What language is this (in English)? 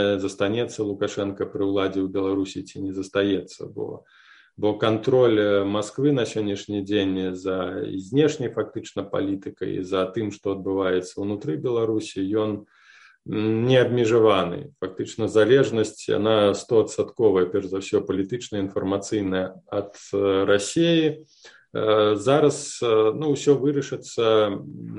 Belarusian